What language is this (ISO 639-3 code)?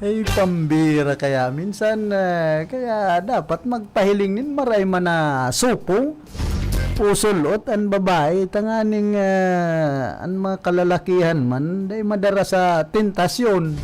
bik